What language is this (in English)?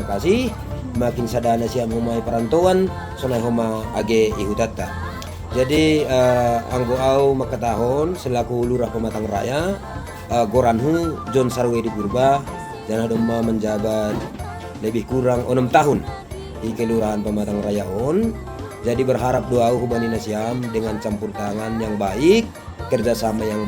Batak Simalungun